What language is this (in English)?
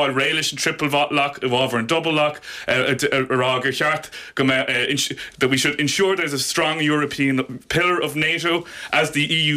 Irish